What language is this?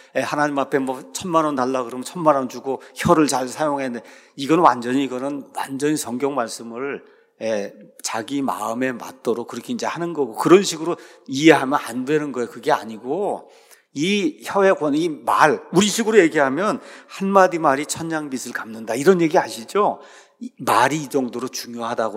Korean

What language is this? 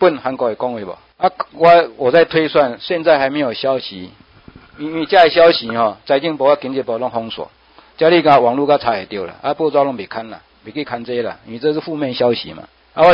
Min Nan Chinese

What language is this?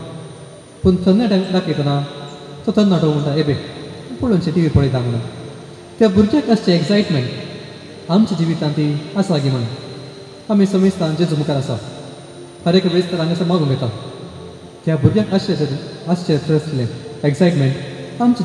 Konkani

